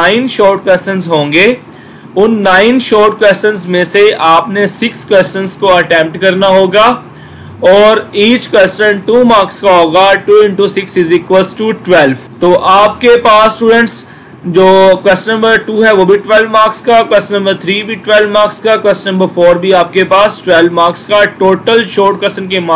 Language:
Hindi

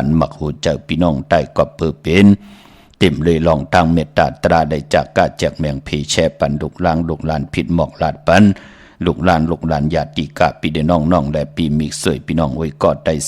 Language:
Shan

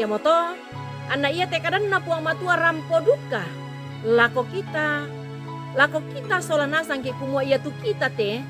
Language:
Toraja-Sa'dan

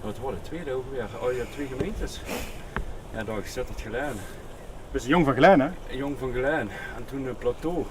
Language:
Limburgish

